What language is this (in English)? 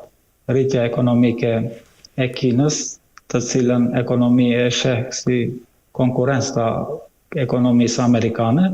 Albanian